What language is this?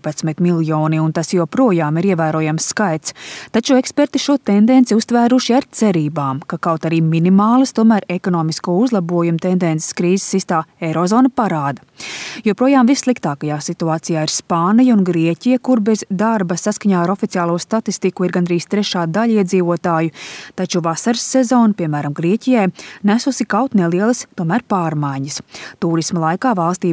Latvian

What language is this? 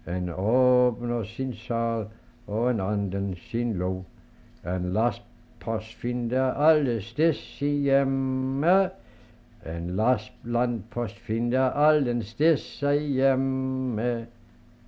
Danish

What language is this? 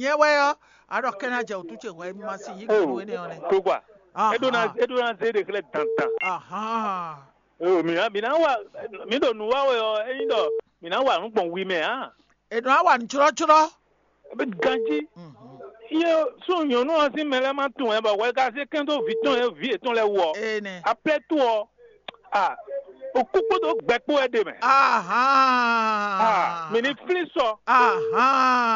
Fon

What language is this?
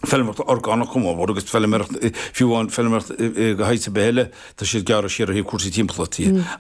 Irish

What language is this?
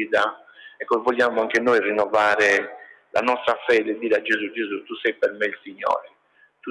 Italian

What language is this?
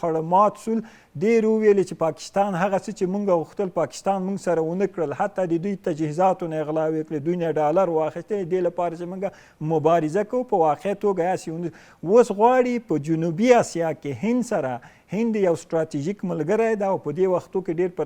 Pashto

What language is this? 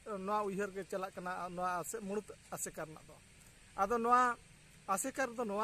Santali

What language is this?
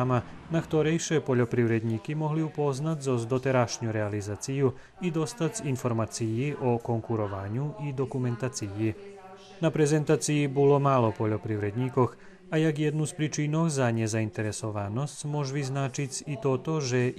Rusyn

